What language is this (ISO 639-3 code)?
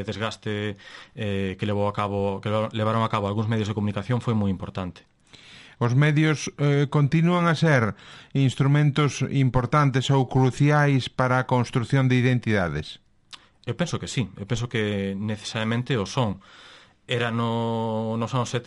glg